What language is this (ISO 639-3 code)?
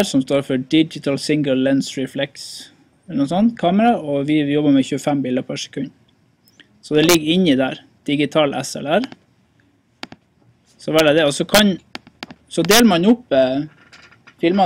nor